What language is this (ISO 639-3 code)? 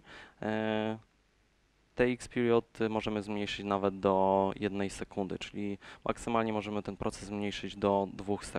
pol